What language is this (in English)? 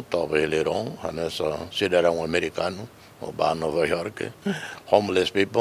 Tetum